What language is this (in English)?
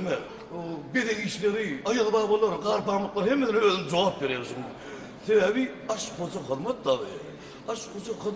Turkmen